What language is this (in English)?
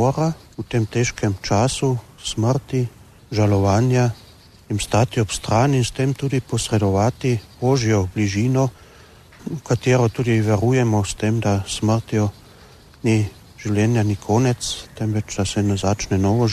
Slovenian